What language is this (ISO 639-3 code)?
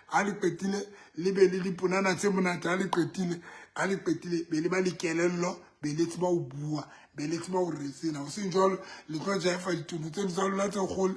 sot